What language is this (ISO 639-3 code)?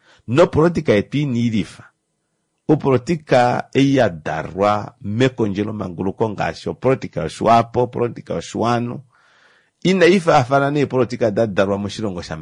kua